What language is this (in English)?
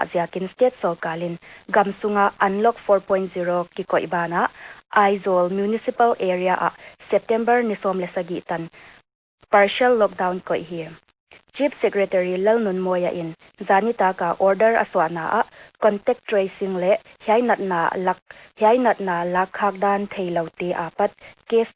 Paite Chin